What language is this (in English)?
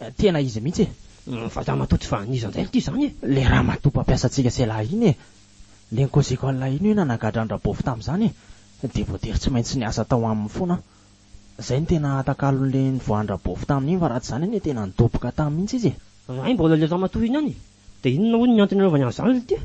Malagasy